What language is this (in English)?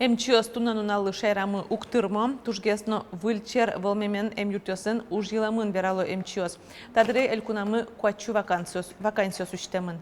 Udmurt